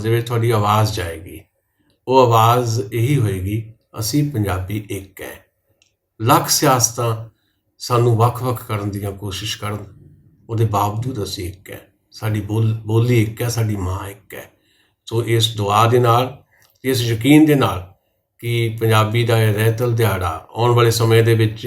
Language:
Western Panjabi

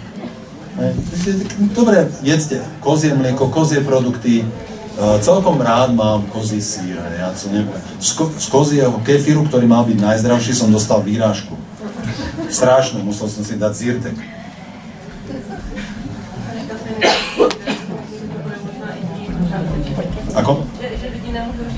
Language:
Slovak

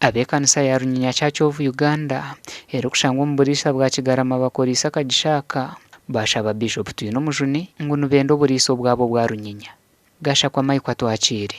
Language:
Nyankole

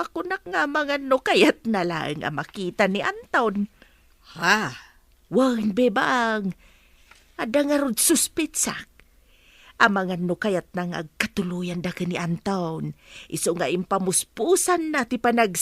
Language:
Iloko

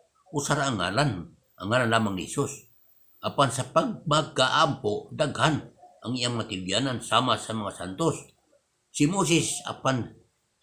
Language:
Cebuano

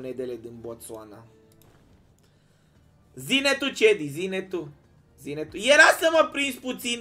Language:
Romanian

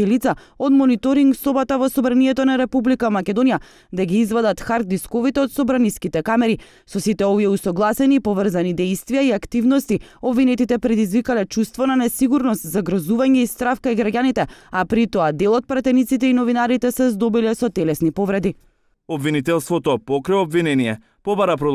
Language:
Macedonian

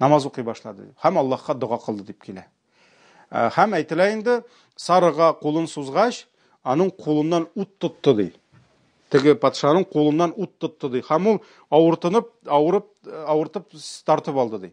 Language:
Tatar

